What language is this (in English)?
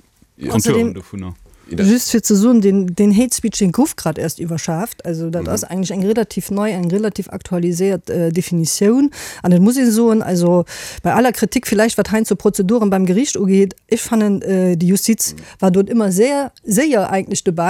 Luxembourgish